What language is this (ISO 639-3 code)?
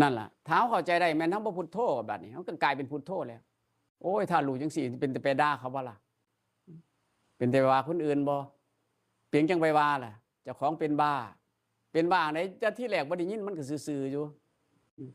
tts